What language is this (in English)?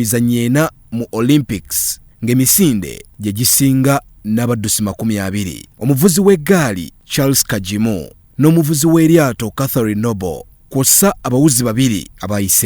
Ganda